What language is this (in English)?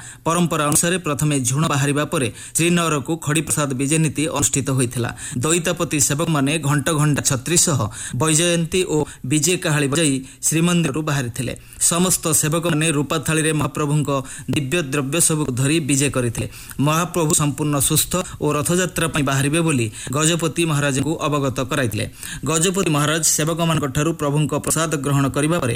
Odia